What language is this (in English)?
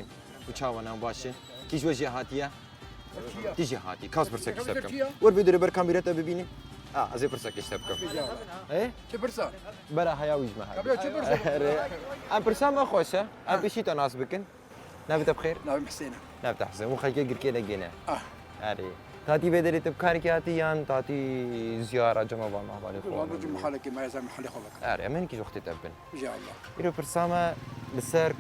Kurdish